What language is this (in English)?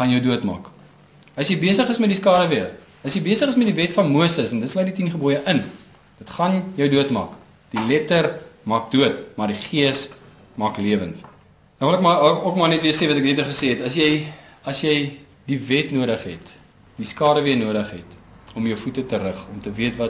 Afrikaans